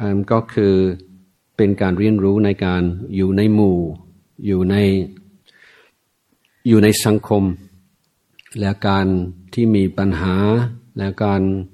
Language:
Thai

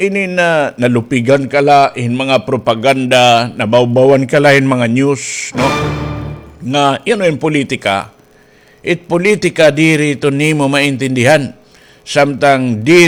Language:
Waray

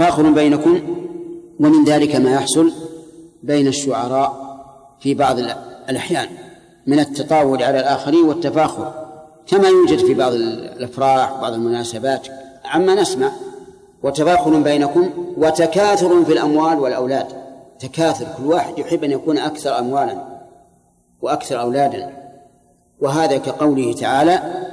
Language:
Arabic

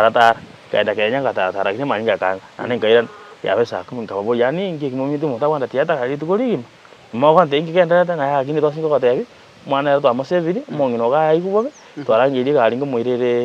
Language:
Gusii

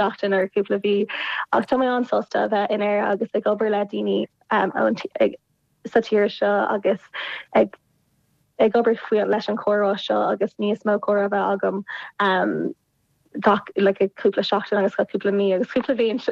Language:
Irish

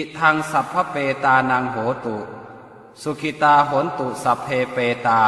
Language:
Pali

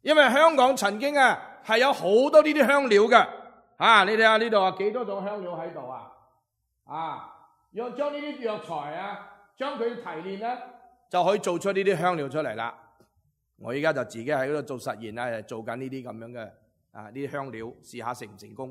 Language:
Cantonese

